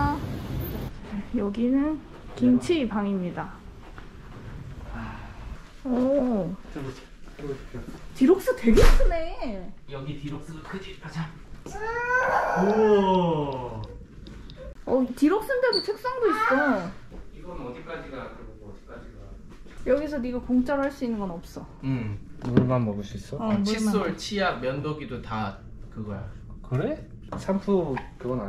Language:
Korean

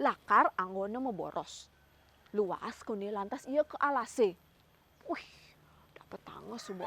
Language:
Balinese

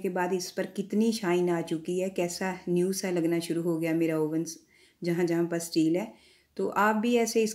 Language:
Hindi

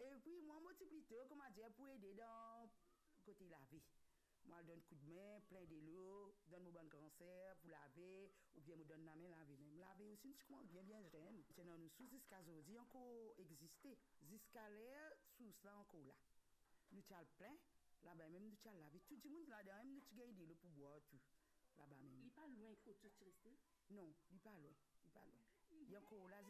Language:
Morisyen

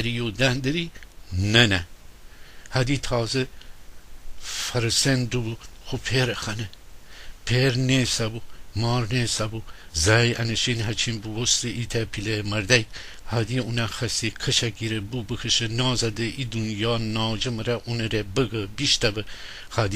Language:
Gilaki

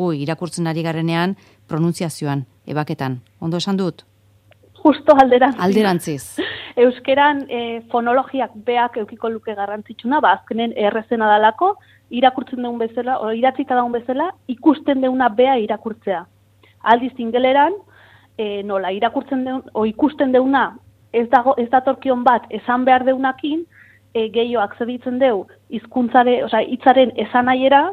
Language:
Basque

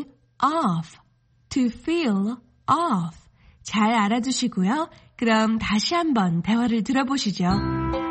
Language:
Korean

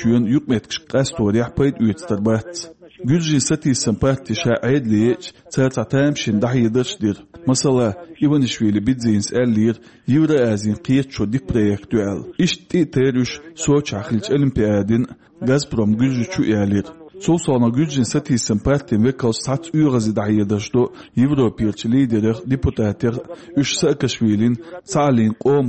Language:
Chechen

